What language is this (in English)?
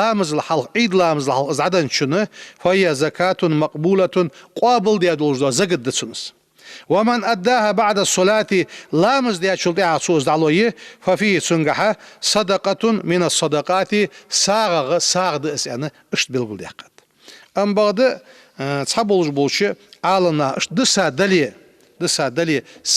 Ingush